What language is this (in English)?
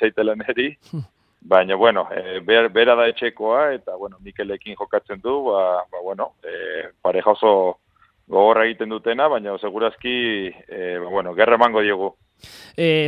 Basque